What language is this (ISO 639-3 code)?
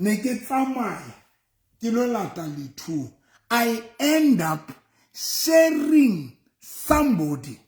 sot